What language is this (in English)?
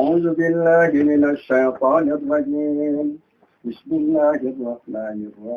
Minangkabau